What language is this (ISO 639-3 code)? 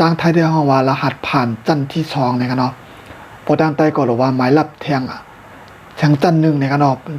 shn